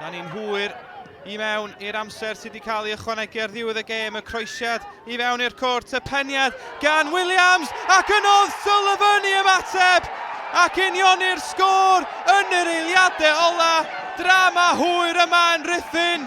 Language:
Welsh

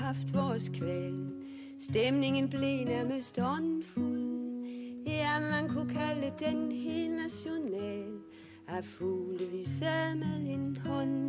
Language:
Danish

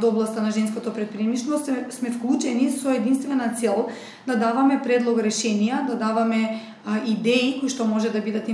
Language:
Macedonian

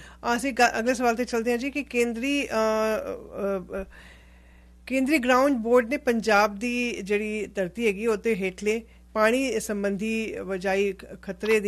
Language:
Punjabi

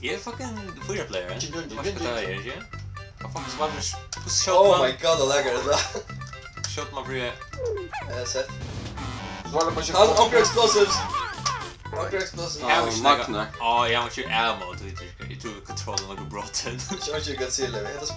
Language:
Faroese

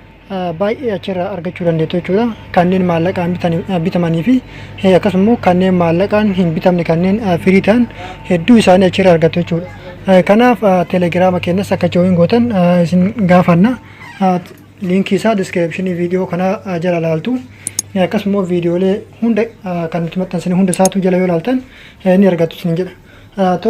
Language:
Oromo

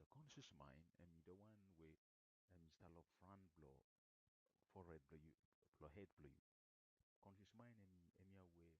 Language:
Bislama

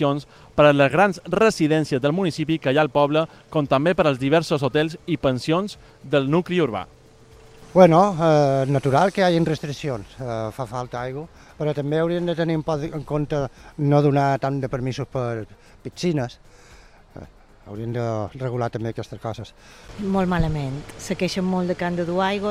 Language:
Catalan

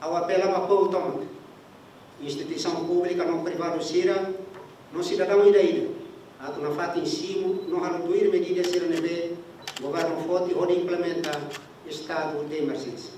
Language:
Tetum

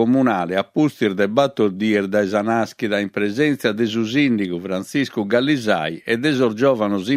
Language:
Sardinian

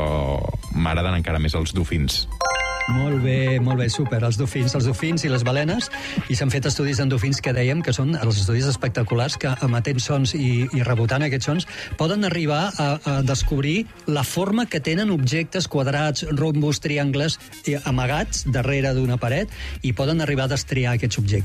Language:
Catalan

